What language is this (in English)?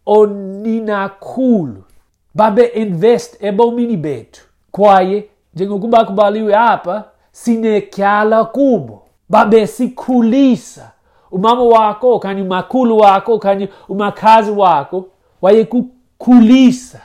Xhosa